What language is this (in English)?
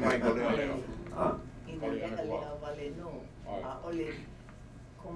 Hawaiian